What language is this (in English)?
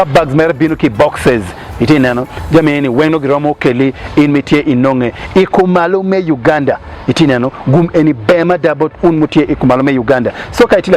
Acoli